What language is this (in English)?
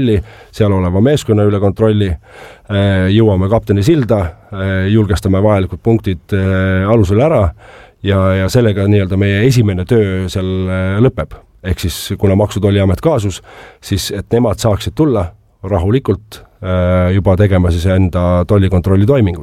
Estonian